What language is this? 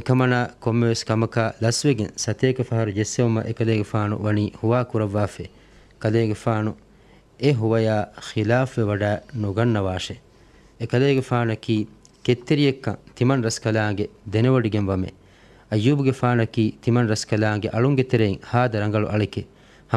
Divehi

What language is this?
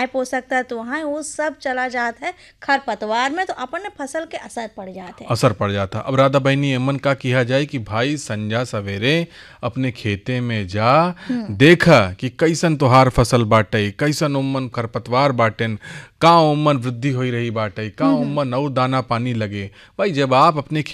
Bhojpuri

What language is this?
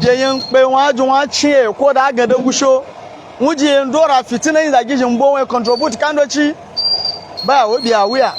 Hausa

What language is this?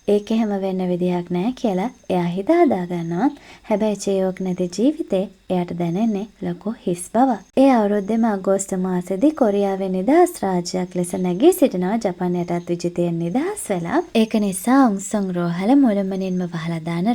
Sinhala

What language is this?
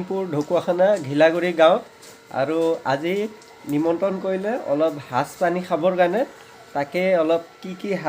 Assamese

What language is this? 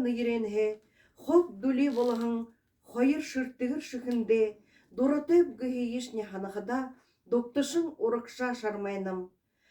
Buriat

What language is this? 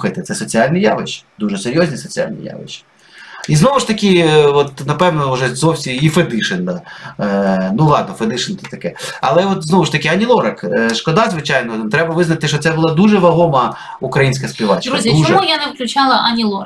Ukrainian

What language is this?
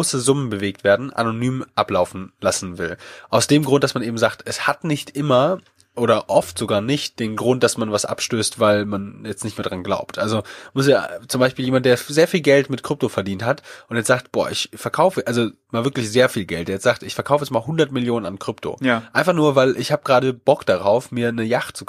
German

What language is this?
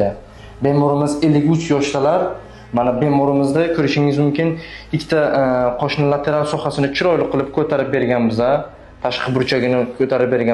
Uzbek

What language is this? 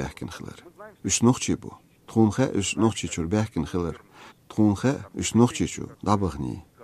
Chechen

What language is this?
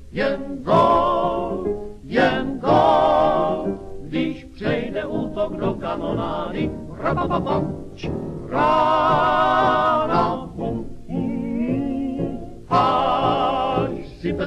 Czech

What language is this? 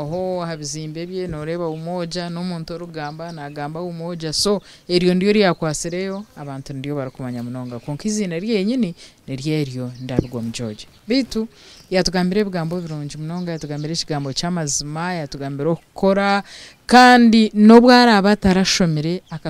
Nyankole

